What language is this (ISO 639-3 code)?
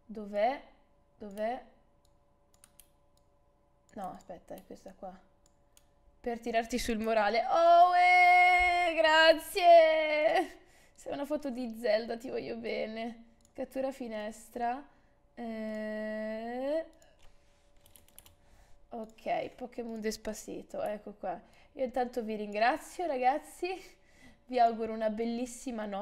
ita